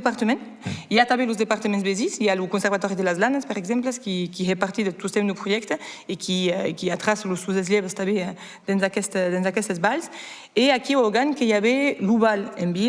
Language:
Occitan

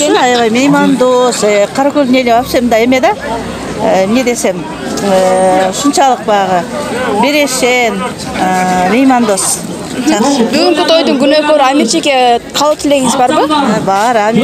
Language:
Kyrgyz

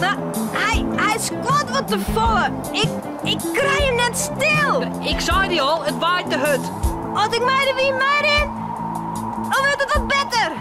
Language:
Western Frisian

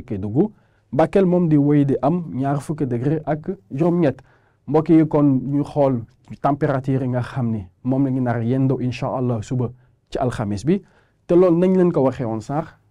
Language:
Wolof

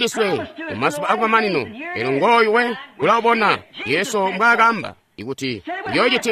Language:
Tonga (Zambia)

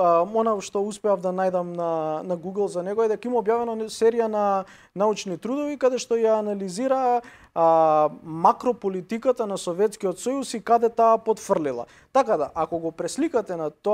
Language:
Macedonian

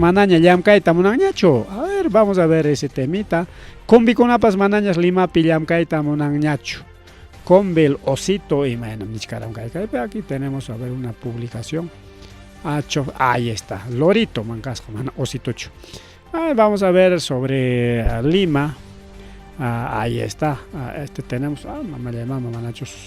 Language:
Ayacucho Quechua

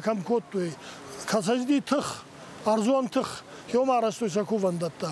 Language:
Ossetic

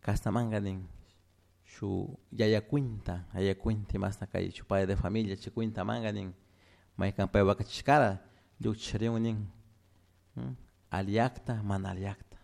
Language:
Chimborazo Highland Quichua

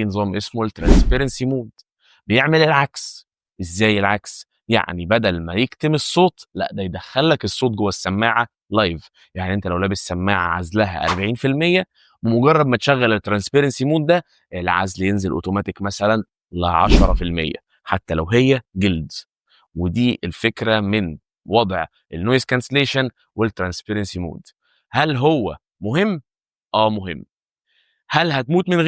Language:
Egyptian Arabic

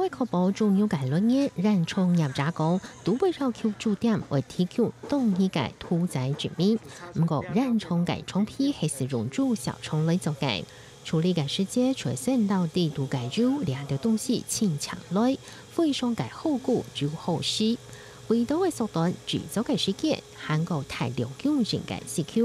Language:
Hakka Chinese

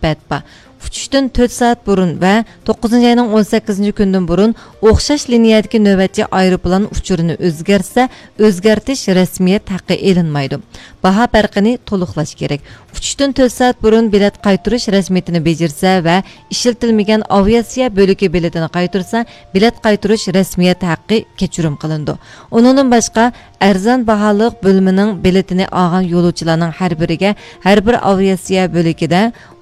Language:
Uyghur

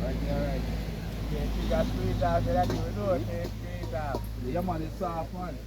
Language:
Jamaican Creole English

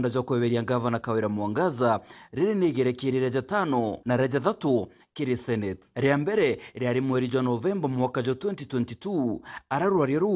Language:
Meru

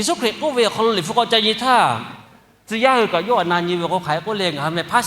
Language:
Lahu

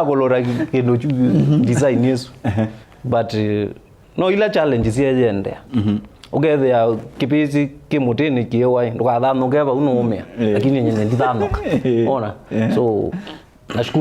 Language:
Kamba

